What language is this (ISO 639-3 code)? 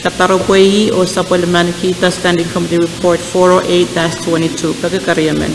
pon